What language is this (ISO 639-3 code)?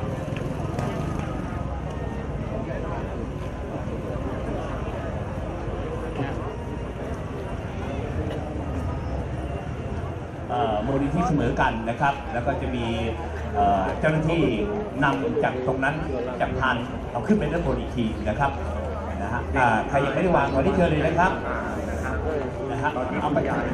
tha